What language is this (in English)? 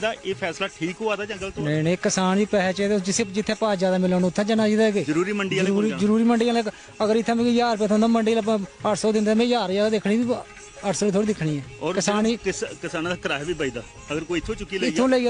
Dogri